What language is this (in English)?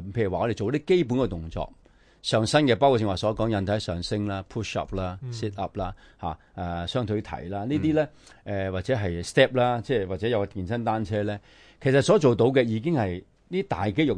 Cantonese